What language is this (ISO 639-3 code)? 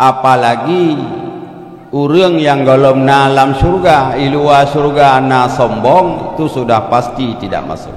ace